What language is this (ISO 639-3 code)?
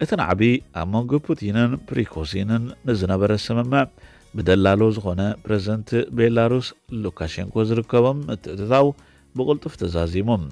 tir